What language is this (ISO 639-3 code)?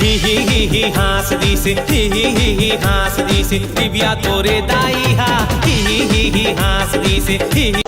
hne